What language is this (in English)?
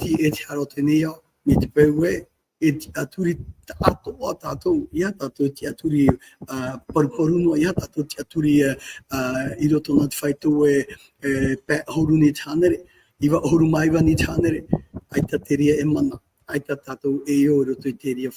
Tahitian